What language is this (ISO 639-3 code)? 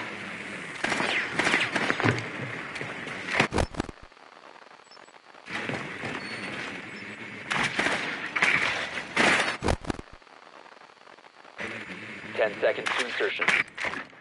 eng